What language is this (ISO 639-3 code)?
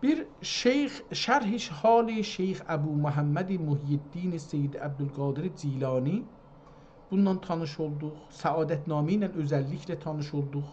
azb